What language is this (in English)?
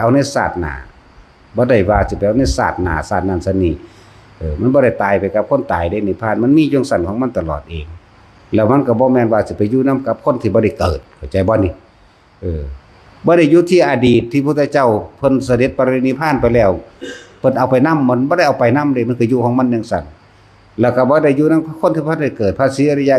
Northeastern Thai